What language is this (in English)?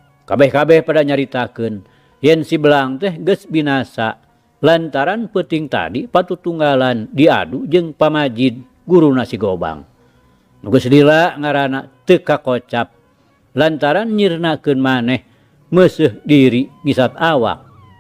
Sundanese